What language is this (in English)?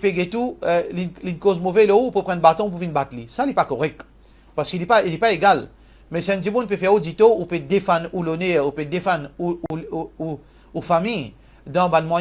Morisyen